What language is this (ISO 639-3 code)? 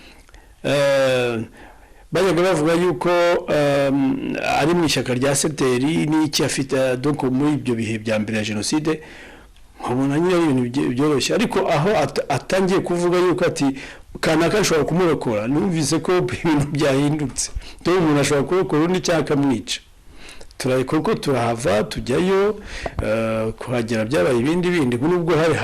kin